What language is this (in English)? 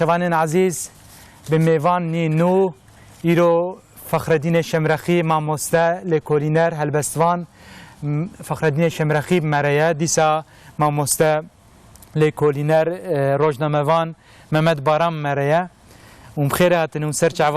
Kurdish